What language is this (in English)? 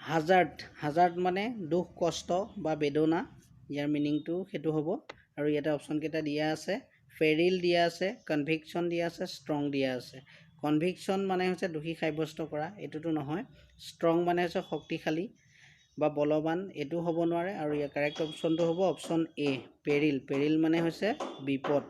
Assamese